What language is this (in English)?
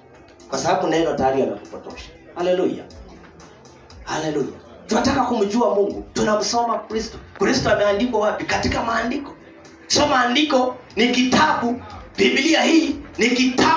Swahili